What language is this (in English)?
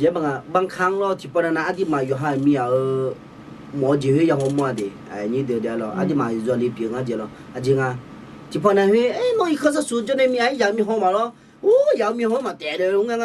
Akha